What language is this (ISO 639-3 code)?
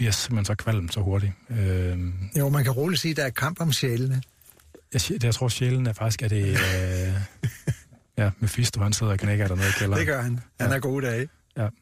dan